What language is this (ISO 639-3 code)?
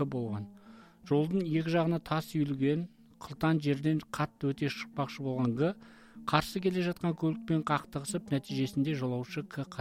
kaz